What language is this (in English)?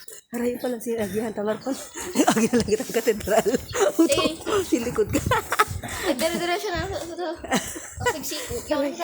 Bikol